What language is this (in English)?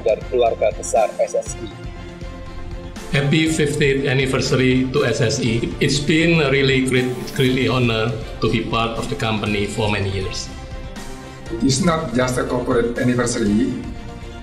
Indonesian